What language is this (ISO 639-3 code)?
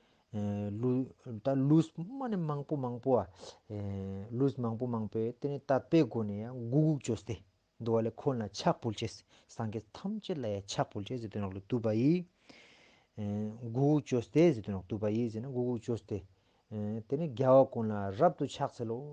lbj